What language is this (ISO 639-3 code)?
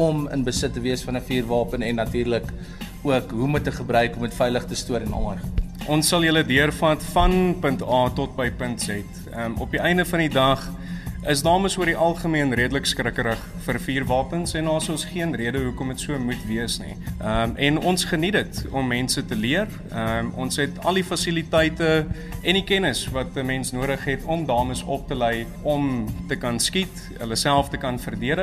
afr